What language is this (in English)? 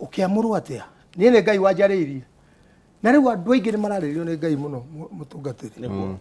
Kikuyu